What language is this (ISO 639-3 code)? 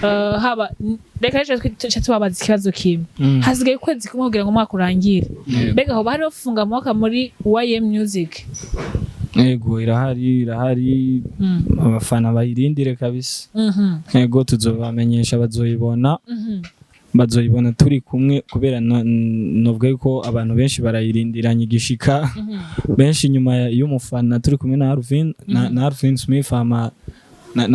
run